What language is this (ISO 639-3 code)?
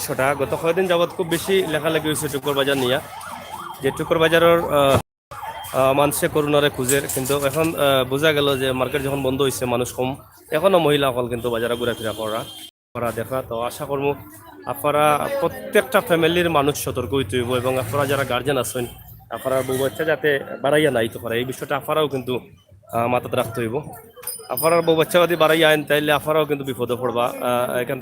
syl